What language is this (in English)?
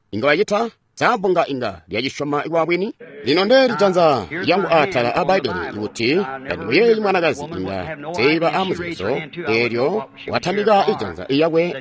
Tonga (Zambia)